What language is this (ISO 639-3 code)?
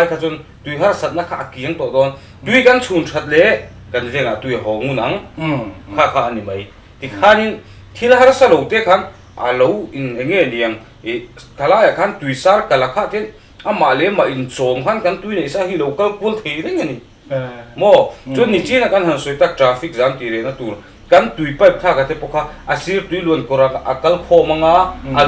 lus